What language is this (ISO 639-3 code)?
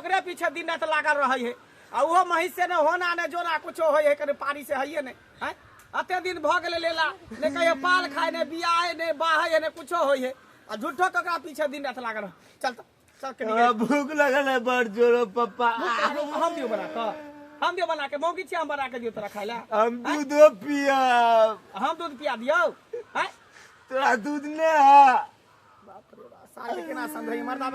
mai